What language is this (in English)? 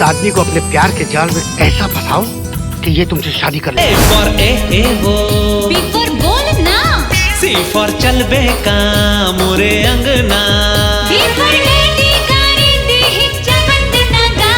Chhattisgarhi